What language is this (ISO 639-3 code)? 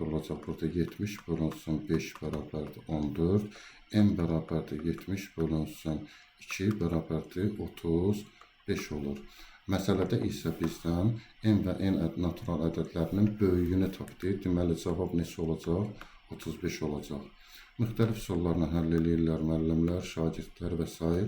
aze